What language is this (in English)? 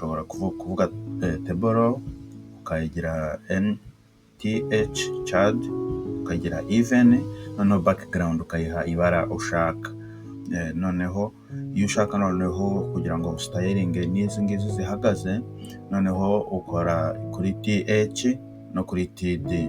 Kinyarwanda